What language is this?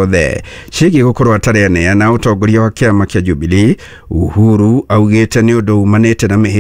Kikuyu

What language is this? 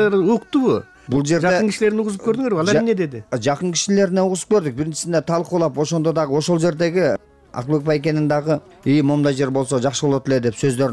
Kyrgyz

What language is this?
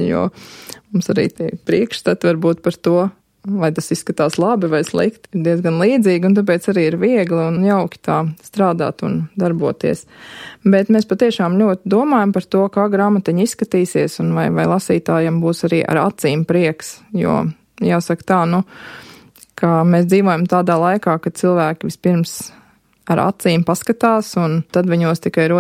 Latvian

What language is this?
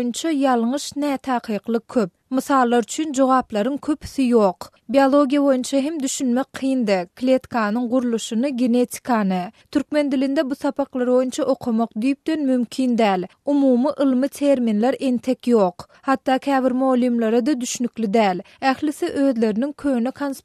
Turkmen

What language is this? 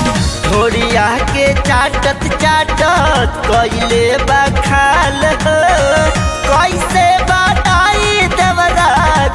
Bhojpuri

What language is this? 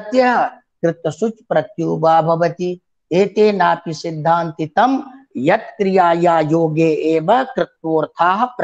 Sanskrit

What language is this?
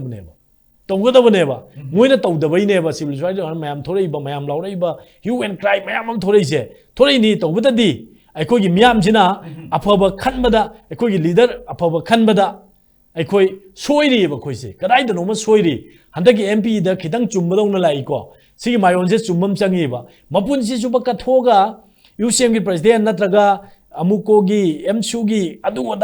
Manipuri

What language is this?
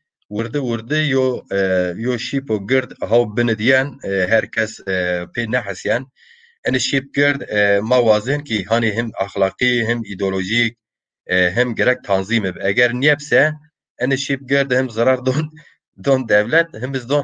Zaza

